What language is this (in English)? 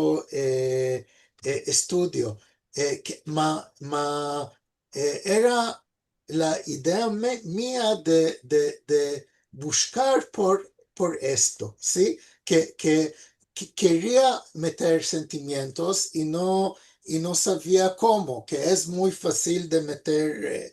Ladino